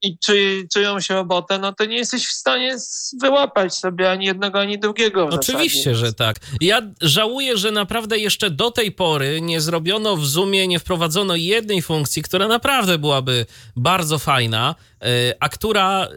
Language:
Polish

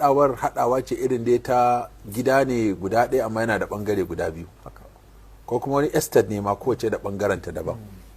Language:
Hausa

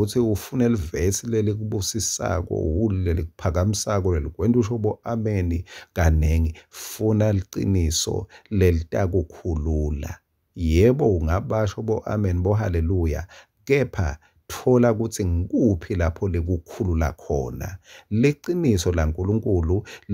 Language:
Swati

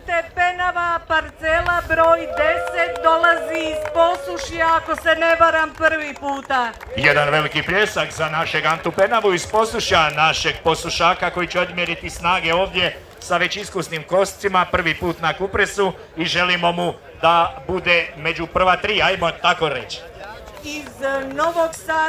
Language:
Croatian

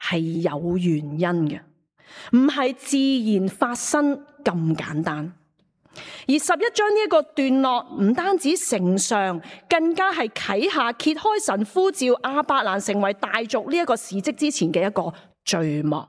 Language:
Cantonese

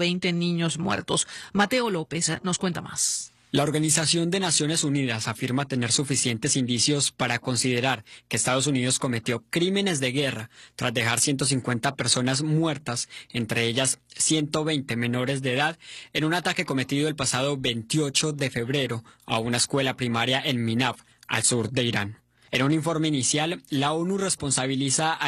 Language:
Spanish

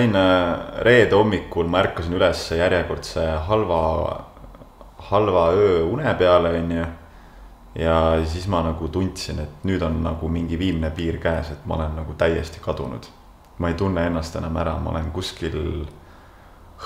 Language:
Estonian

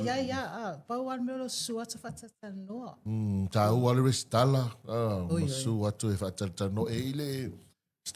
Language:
Samoan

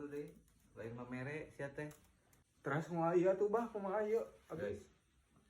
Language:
Sundanese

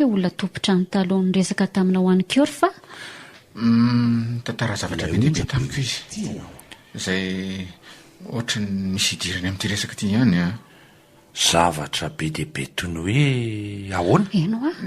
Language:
Malagasy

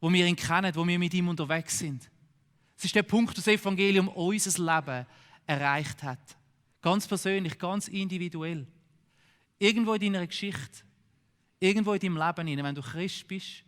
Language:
Swiss German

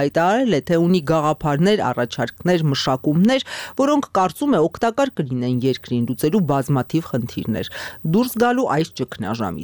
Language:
Armenian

